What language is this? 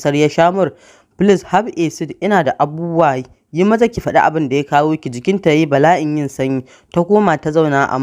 Hausa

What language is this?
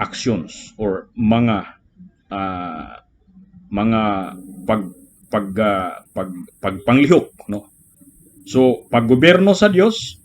Cebuano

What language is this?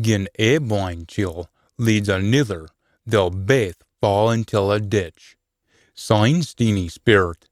Scots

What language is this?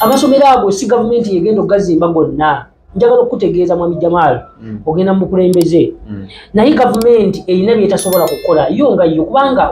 Ganda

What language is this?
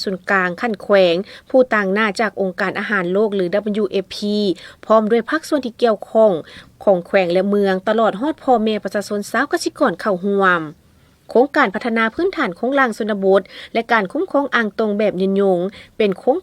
Lao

